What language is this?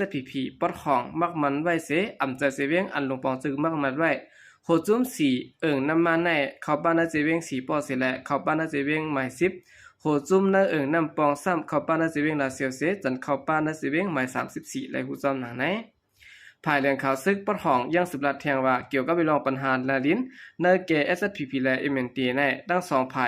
Shan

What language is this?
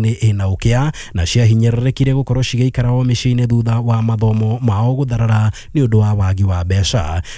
Kikuyu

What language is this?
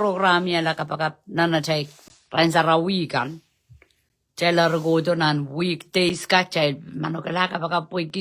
Pohnpeian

